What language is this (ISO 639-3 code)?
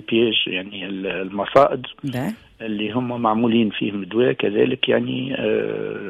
aeb